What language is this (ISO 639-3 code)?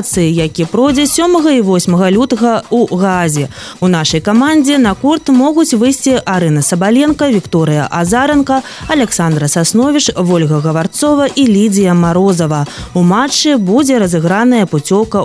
bel